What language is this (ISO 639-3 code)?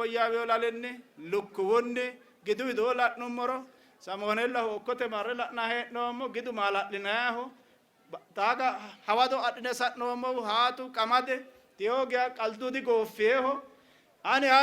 sid